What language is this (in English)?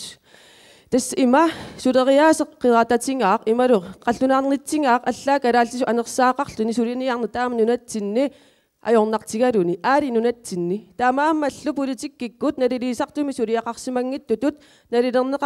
Kalaallisut